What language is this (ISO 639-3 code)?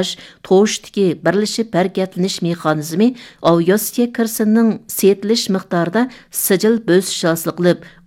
uig